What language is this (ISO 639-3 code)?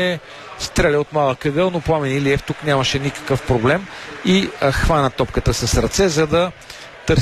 bul